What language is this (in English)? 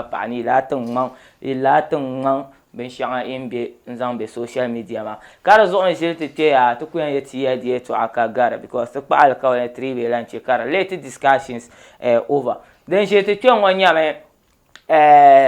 Dagbani